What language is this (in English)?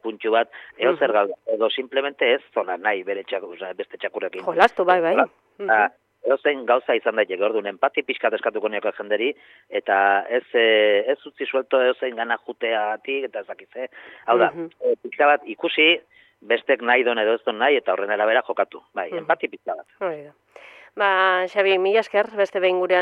Basque